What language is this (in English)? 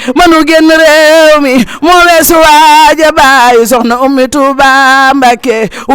Wolof